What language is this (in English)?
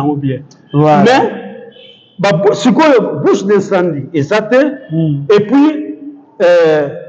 Lingala